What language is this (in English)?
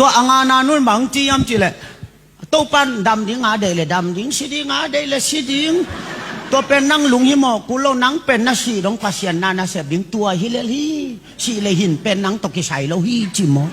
Tedim Chin